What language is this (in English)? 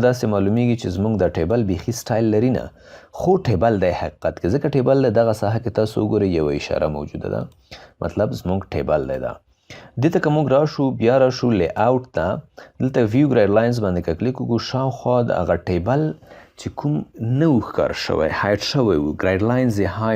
Pashto